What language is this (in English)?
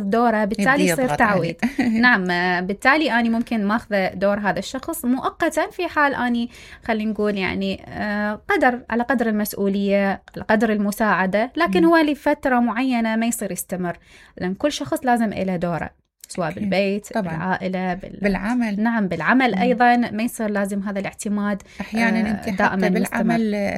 Mesopotamian Arabic